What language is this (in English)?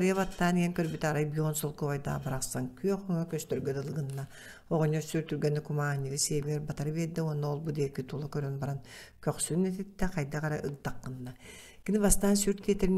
Yakut